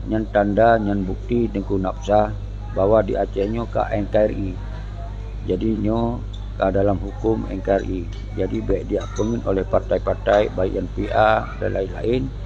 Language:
Achinese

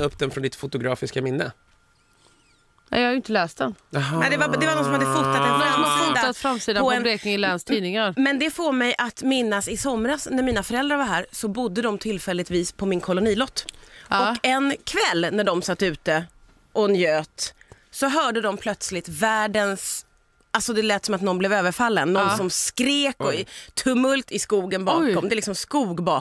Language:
Swedish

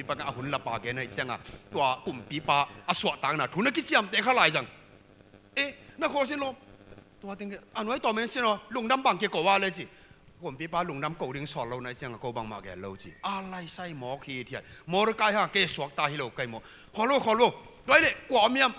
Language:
Tedim Chin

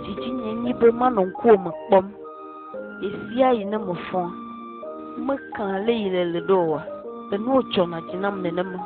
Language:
Ewe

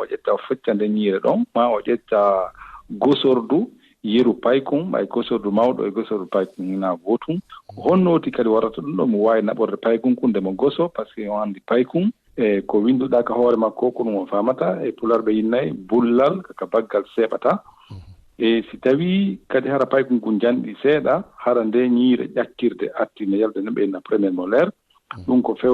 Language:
Fula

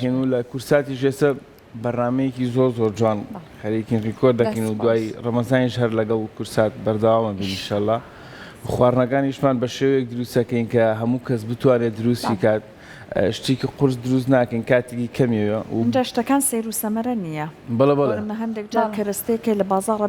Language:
Central Kurdish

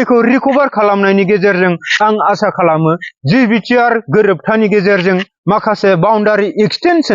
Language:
Bodo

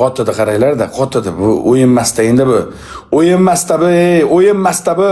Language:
Uzbek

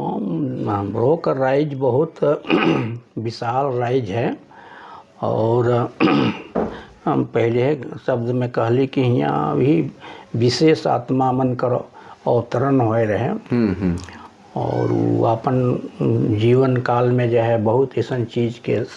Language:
Sadri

